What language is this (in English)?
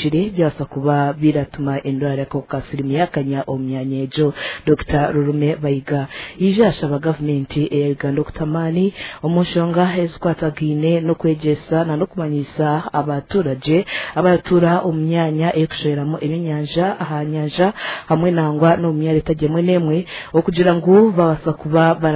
Nyankole